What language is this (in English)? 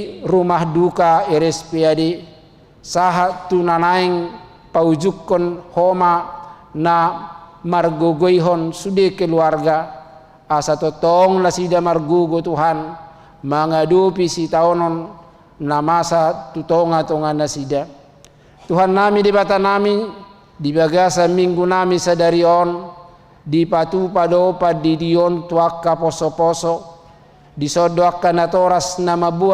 Batak Toba